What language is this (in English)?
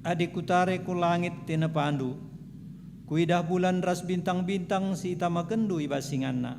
Batak Karo